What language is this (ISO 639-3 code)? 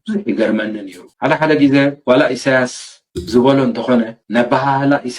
tir